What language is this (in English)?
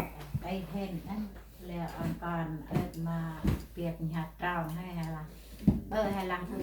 Central Mnong